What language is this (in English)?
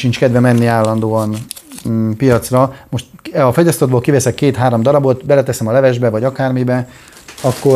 Hungarian